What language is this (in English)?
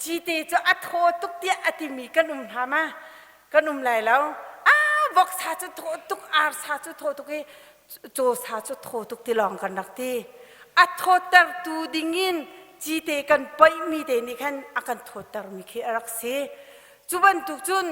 Hakha Chin